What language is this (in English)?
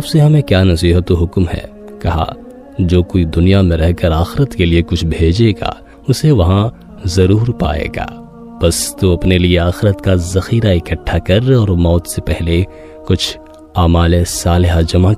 Urdu